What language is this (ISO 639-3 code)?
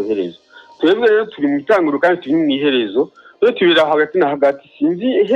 run